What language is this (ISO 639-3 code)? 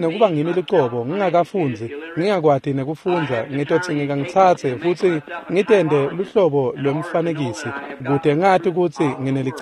ssw